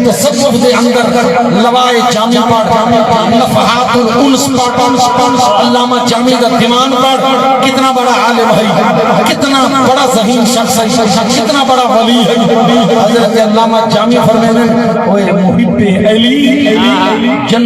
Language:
Saraiki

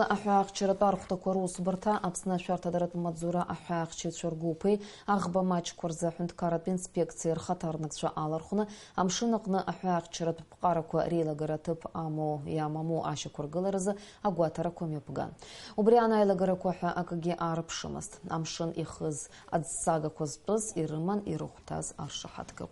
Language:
Abkhazian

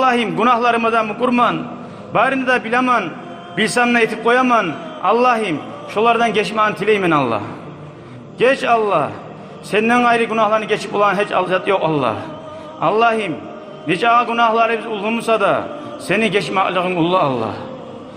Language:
Kumyk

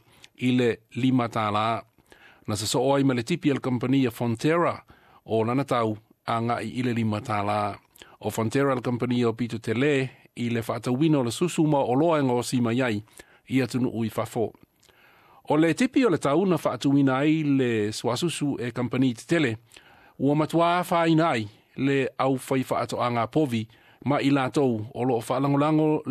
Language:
Samoan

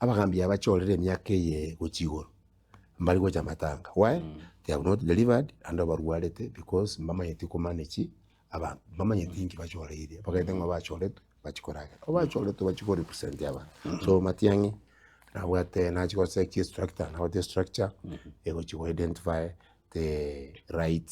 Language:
Gusii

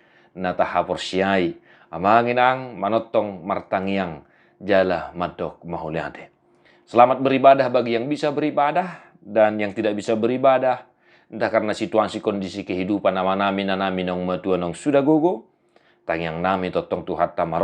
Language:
Batak Toba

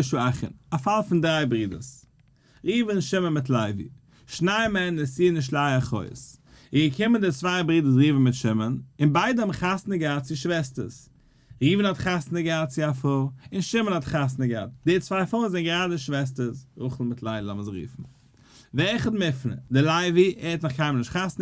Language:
Yiddish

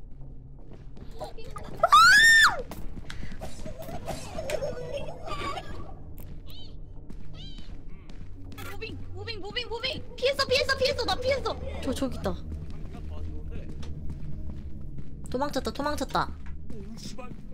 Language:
Korean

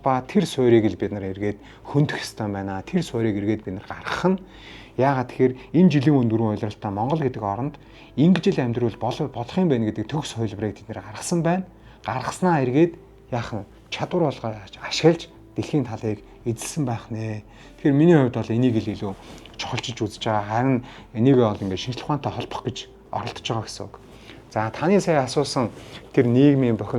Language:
Mongolian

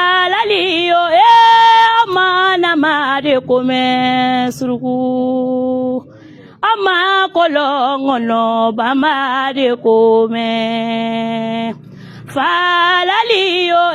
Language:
Bambara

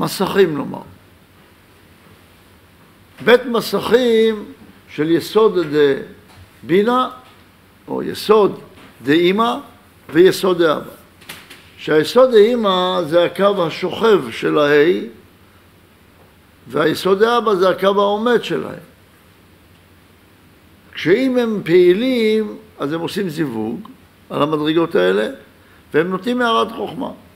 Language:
Hebrew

